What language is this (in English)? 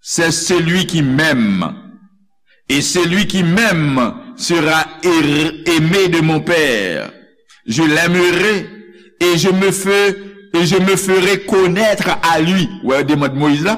Haitian Creole